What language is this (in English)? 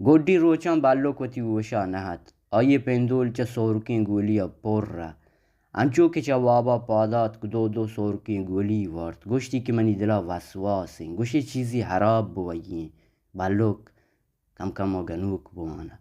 Baluchi